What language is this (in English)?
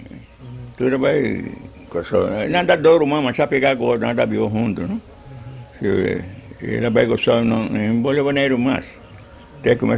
Papiamento